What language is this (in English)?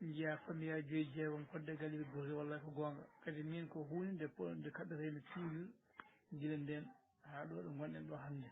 Fula